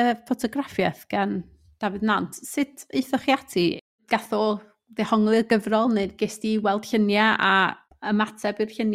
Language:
Welsh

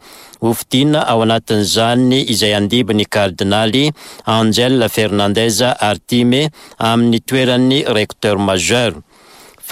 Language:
Malagasy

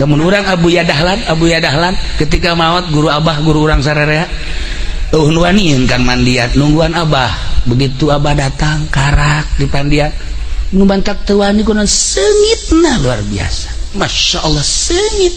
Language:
Sundanese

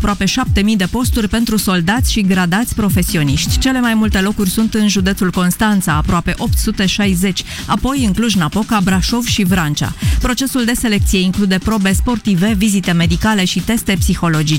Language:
Romanian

